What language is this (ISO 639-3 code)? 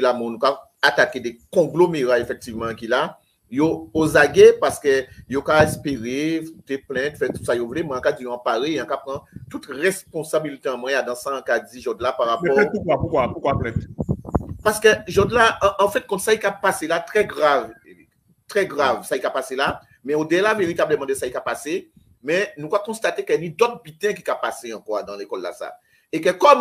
fra